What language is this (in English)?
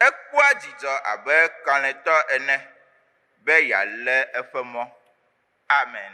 Ewe